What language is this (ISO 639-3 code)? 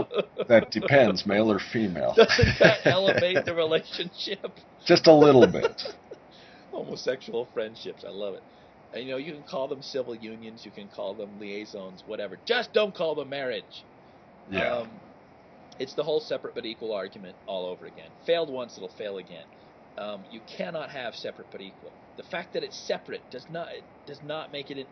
eng